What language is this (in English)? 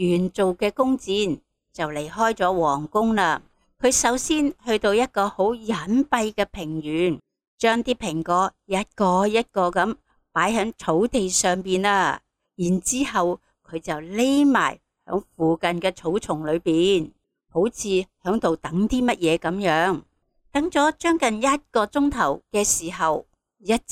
Cantonese